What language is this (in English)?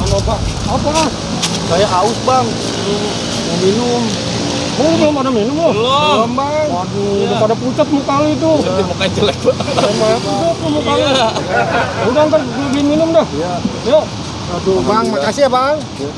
Betawi